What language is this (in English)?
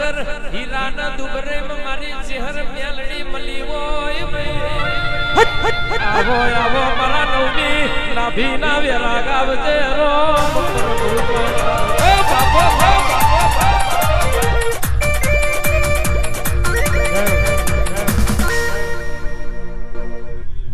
Gujarati